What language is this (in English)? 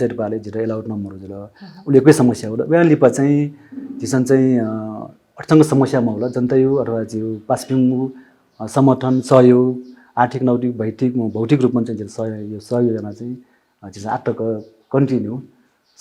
Newari